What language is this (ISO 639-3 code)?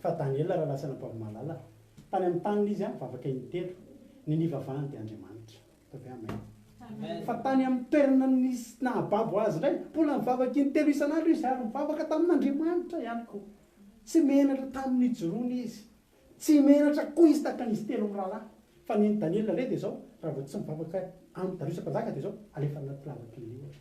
mlg